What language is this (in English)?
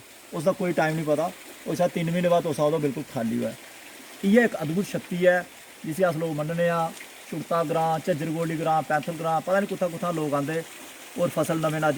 Dogri